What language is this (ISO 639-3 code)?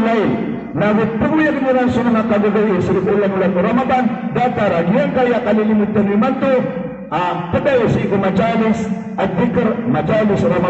mrw